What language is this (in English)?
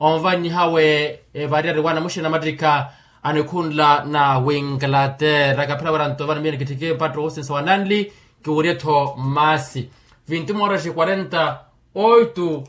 Makhuwa